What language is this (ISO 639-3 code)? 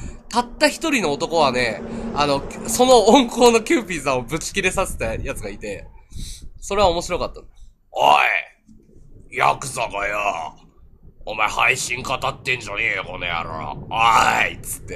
jpn